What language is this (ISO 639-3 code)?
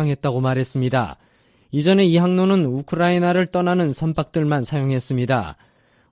kor